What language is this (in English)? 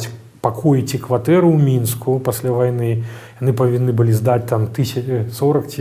Belarusian